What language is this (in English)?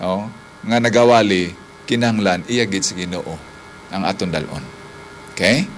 Hiligaynon